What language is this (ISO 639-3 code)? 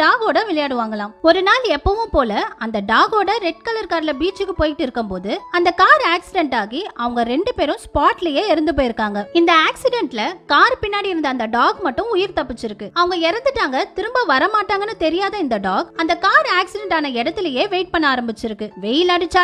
tam